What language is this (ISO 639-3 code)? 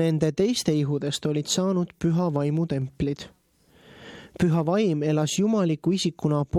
est